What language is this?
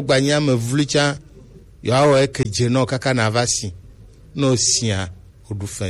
Gen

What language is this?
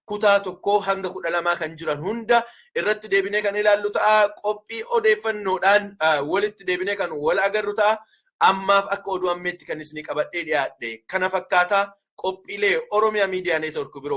Oromo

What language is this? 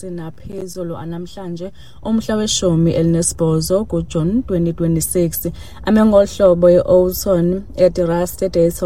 Xhosa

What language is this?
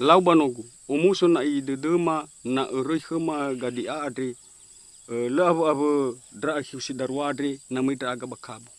Nias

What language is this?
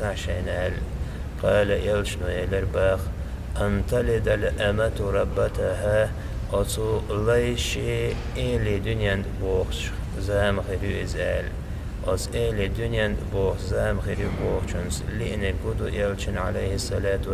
Chechen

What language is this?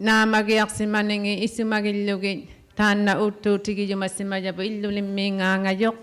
Inuktitut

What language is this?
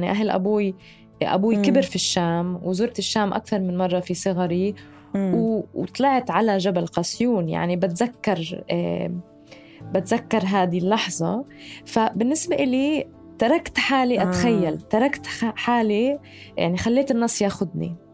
North Levantine Arabic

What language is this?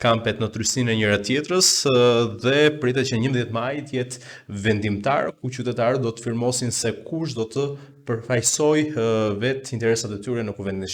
Albanian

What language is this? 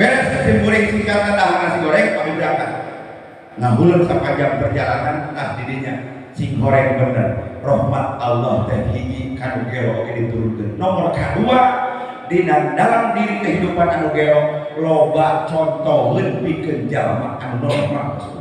Sundanese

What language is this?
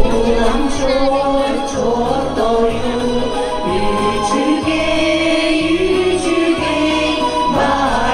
Yakut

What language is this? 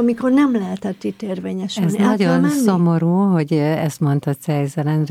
Hungarian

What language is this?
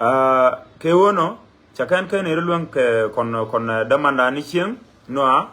Nuer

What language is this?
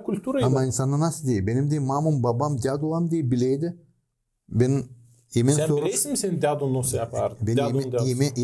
Gagauz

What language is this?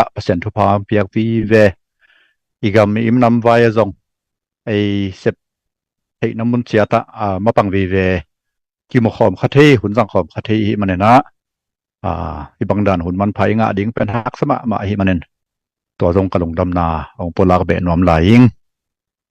Tedim Chin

